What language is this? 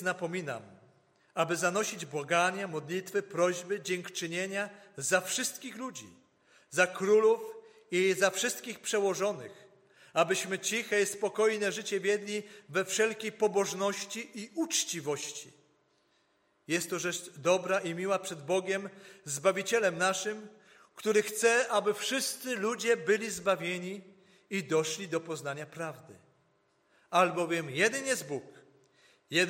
Polish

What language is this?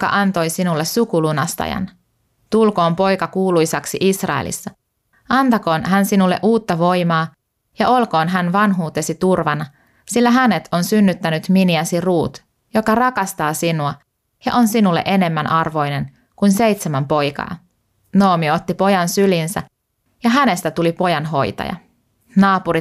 Finnish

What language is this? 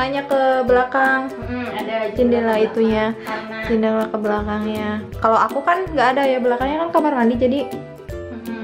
Indonesian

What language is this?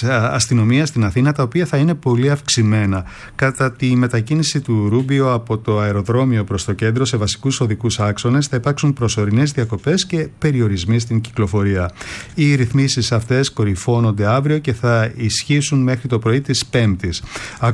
Greek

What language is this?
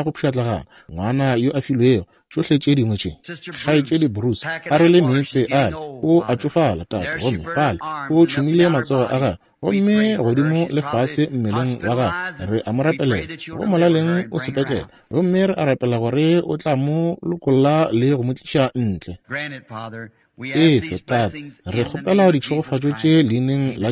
Northern Sotho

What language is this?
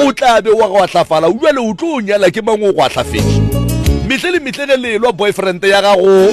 Northern Sotho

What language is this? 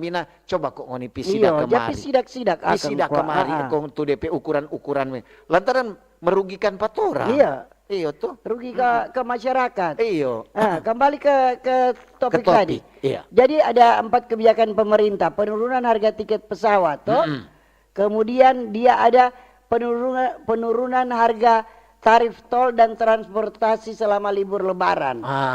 Manado Malay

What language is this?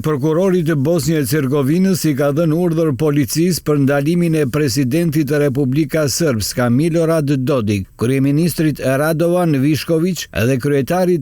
Albanian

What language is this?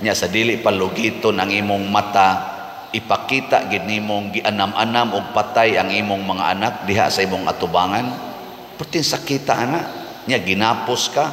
Cebuano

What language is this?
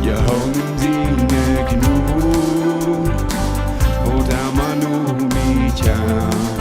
Plautdietsch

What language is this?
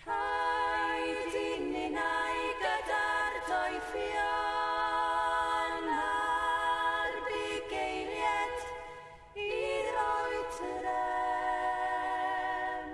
Welsh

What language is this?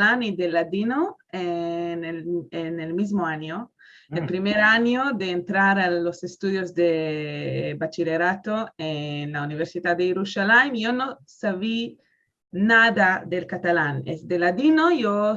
Ladino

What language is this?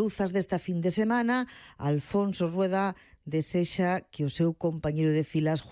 Galician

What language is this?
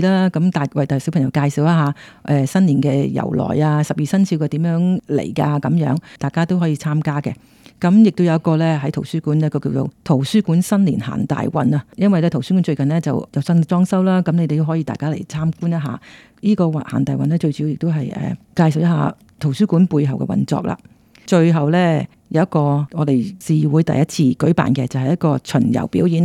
Cantonese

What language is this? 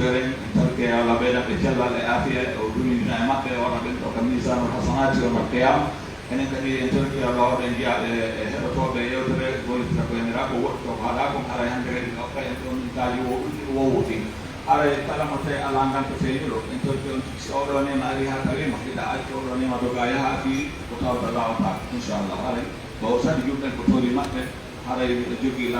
Pular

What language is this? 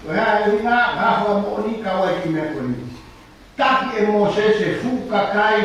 Tongan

